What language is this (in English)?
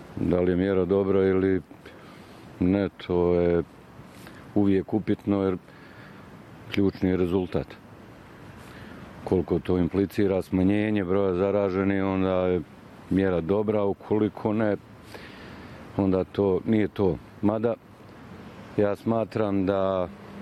Bosnian